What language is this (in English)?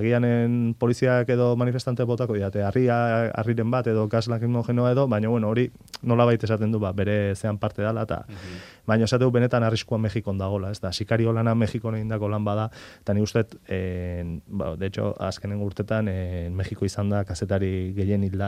Basque